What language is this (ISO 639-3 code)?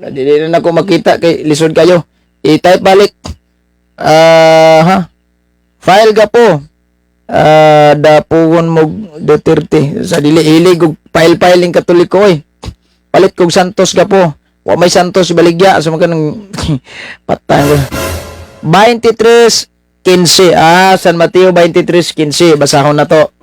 ceb